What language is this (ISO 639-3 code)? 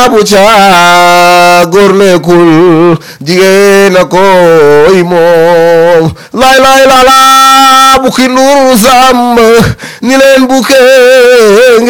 wol